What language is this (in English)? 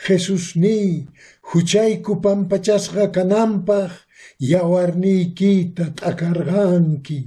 Quechua